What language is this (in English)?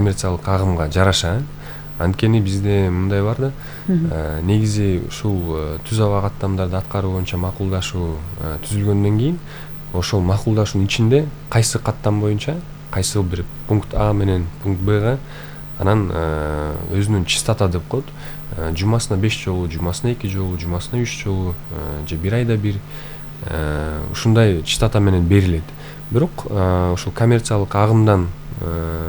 Kyrgyz